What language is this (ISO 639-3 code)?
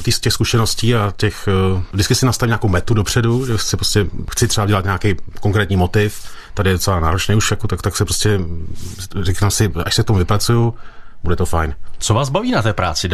ces